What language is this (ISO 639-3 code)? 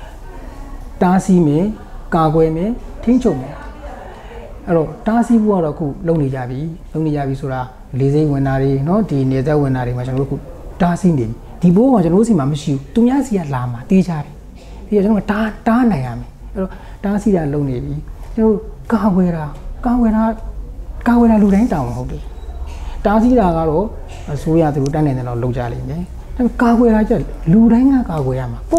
mya